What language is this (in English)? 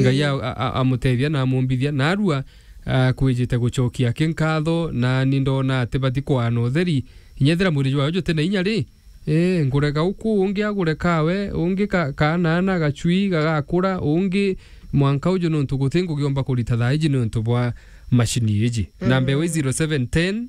Meru